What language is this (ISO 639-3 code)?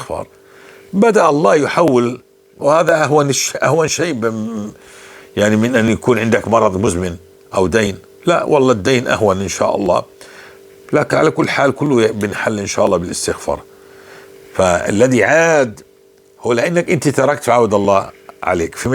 apc